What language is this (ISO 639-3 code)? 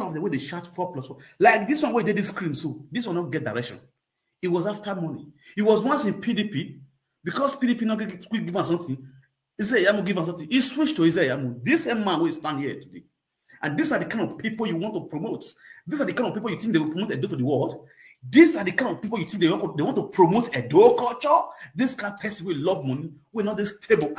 pcm